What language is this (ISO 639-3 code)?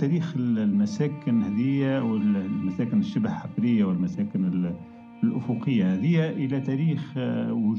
ara